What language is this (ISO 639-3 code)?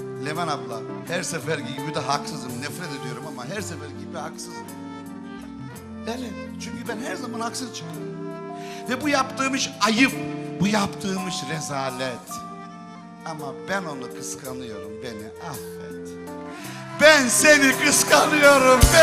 tur